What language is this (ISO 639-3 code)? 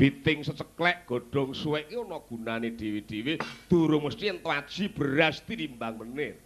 jav